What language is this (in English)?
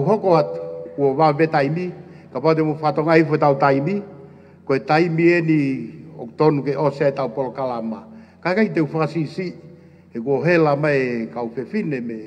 Tongan